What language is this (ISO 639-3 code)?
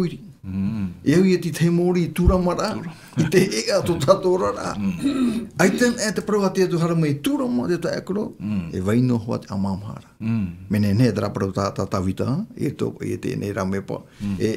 tah